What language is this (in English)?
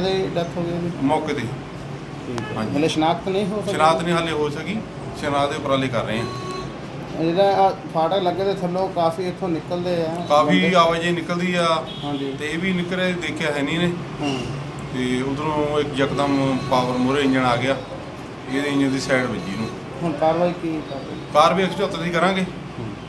Punjabi